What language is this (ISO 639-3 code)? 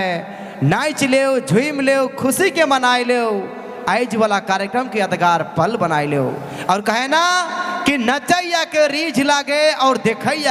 sck